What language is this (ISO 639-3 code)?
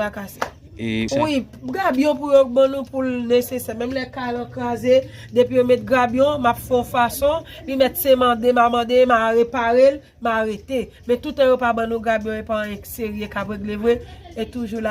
hat